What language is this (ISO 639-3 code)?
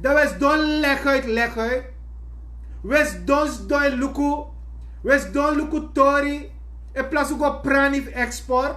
srn